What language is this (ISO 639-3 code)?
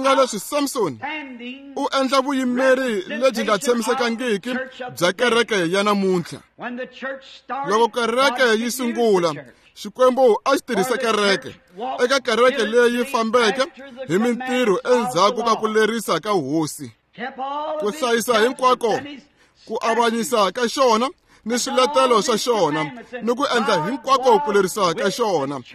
tso